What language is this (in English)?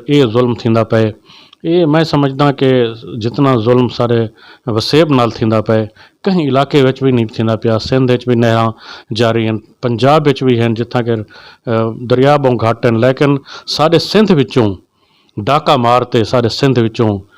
Saraiki